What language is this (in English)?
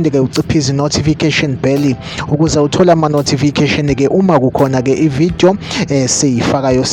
Zulu